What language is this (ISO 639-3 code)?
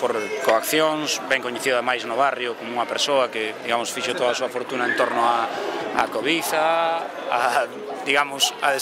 glg